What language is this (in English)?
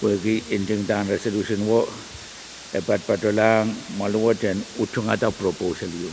Pohnpeian